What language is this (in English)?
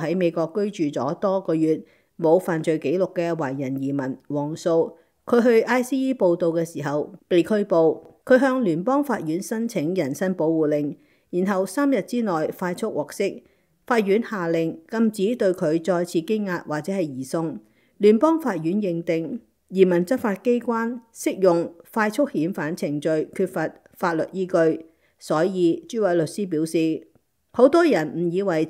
Cantonese